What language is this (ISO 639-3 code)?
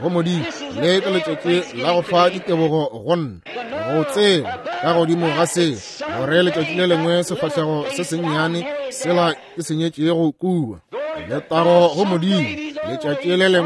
nso